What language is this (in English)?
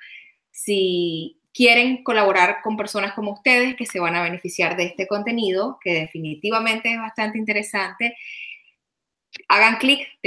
Spanish